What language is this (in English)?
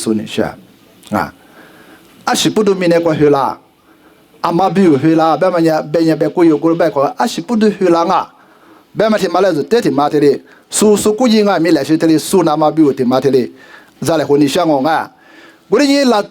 Lisu